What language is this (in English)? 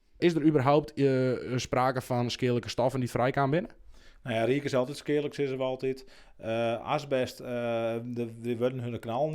Western Frisian